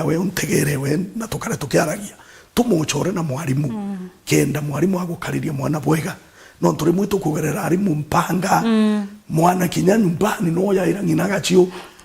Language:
Meru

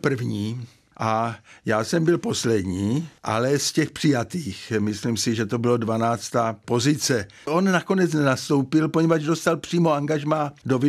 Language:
Czech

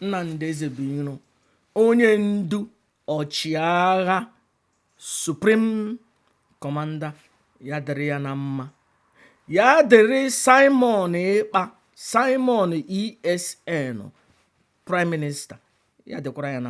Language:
Igbo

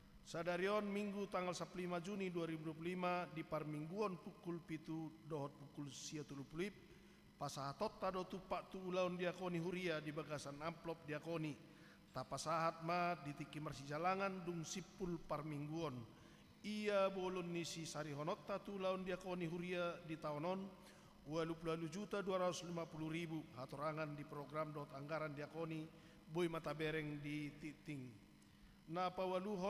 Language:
Batak Toba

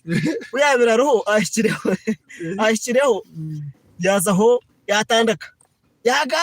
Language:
Nyankole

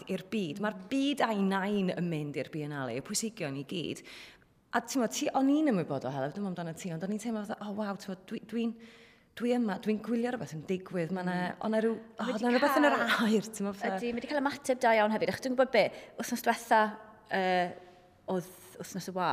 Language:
Welsh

